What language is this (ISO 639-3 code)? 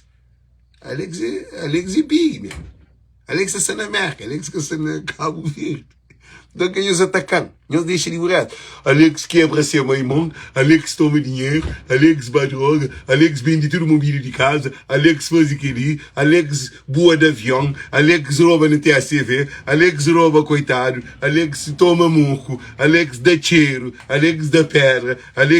kea